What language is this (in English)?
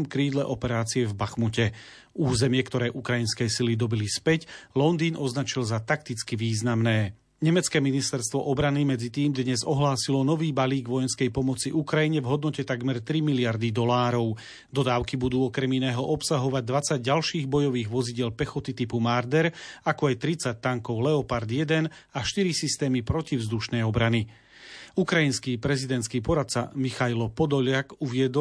Slovak